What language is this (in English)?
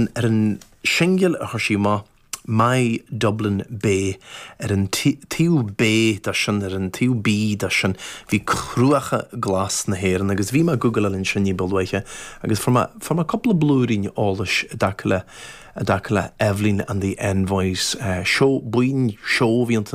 Irish